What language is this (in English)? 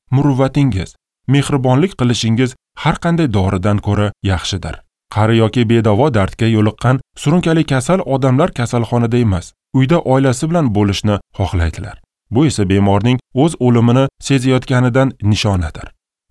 Uzbek